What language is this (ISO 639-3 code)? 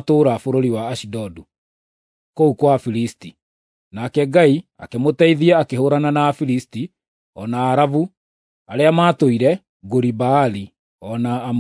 kik